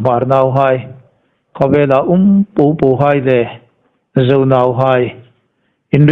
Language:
Hmar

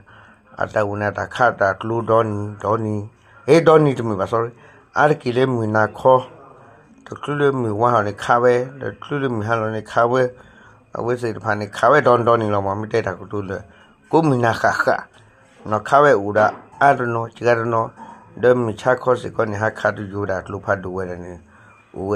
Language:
S'gaw Karen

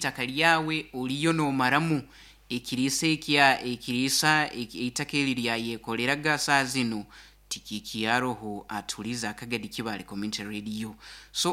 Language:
Nyoro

